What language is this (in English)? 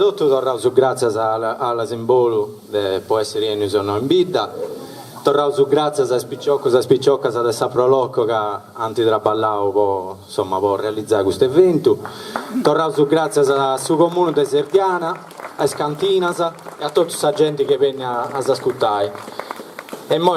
Sardinian